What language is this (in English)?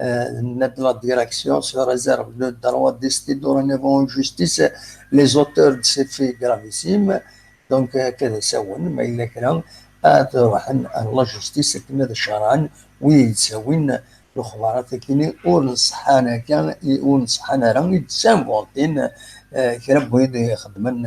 Kabyle